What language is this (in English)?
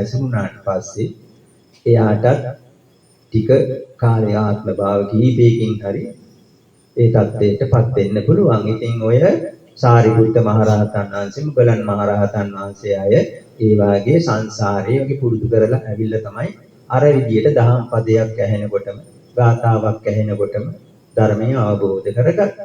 Sinhala